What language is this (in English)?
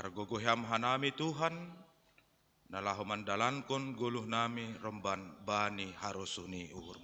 Batak Simalungun